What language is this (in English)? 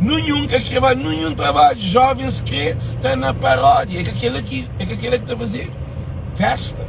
Kabuverdianu